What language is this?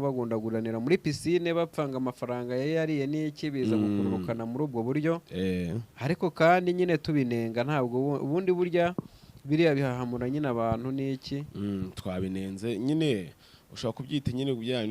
Kinyarwanda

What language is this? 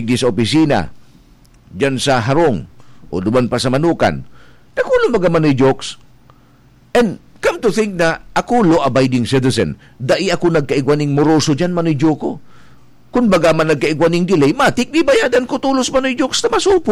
Bikol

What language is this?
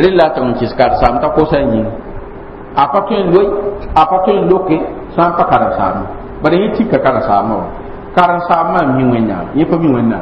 Mossi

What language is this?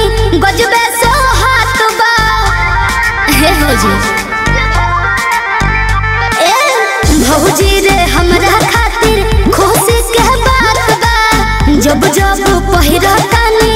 Bhojpuri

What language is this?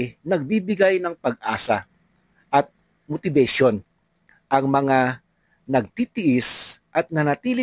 Filipino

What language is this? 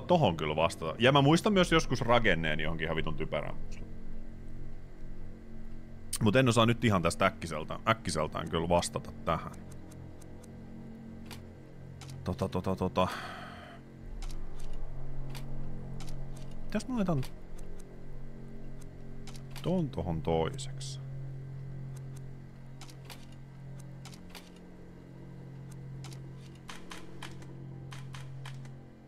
Finnish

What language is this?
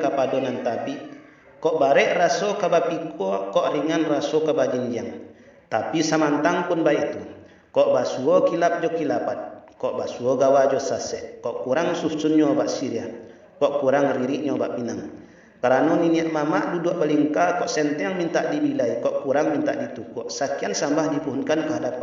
Minangkabau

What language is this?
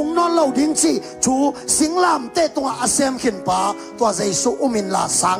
Tedim Chin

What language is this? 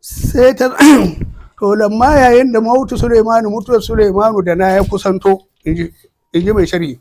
Hausa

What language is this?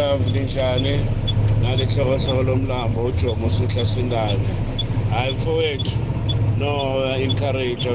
South Ndebele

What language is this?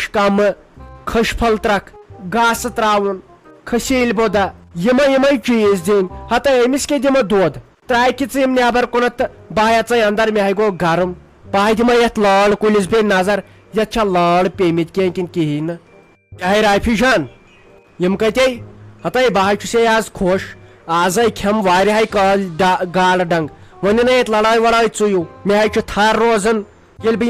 Kashmiri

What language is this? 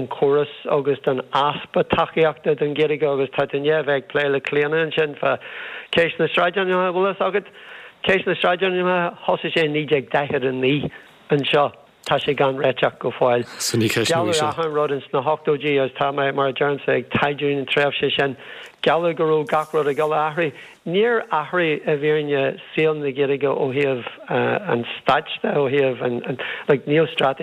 Irish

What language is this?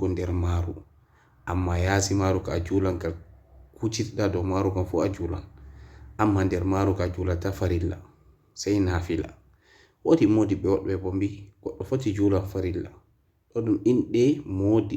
Fula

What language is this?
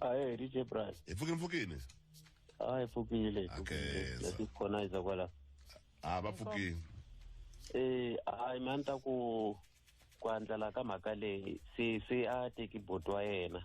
Tsonga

